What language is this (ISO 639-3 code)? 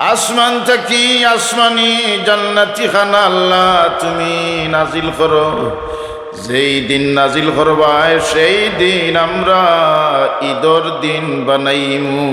syl